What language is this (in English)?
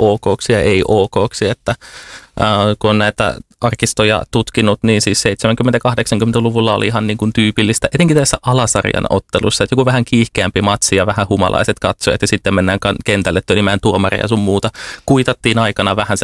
Finnish